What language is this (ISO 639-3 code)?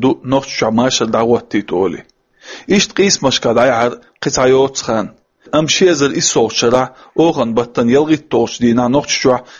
che